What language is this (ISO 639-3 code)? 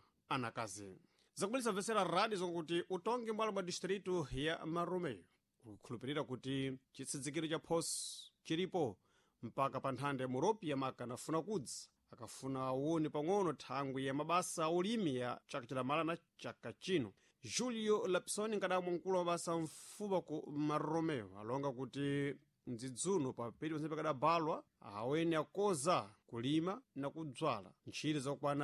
seh